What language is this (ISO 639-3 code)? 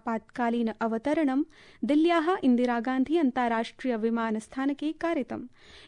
san